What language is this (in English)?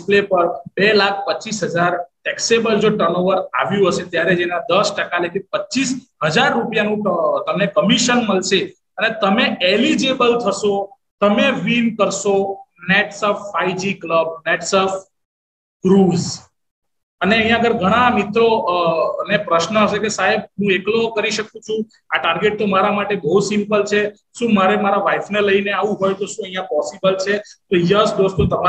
Gujarati